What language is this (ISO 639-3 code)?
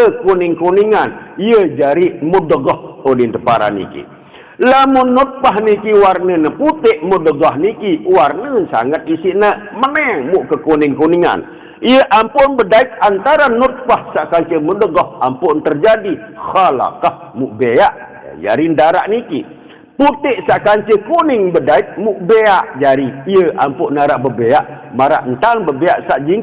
sas